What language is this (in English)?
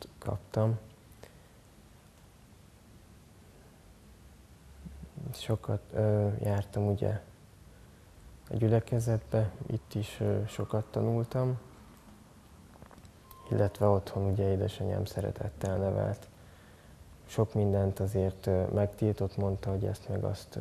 Hungarian